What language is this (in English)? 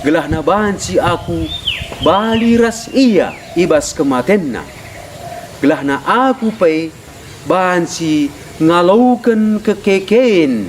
Batak Karo